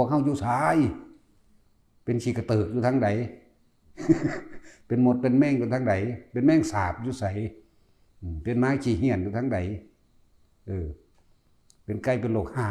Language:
Lao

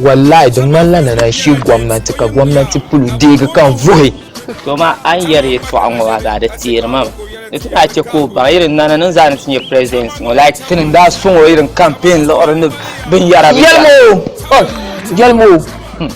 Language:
Dagbani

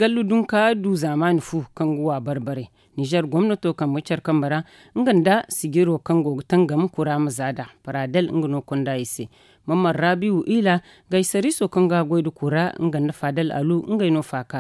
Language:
Zarma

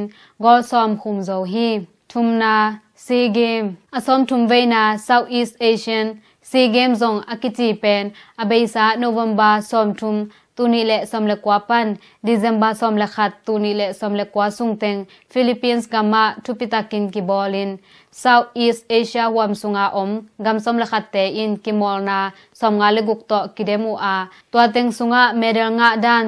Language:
Tedim Chin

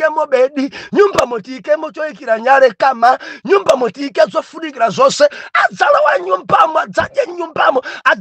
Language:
Nyanja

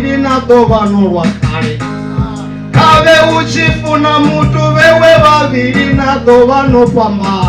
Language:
Venda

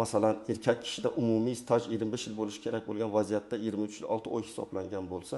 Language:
Uzbek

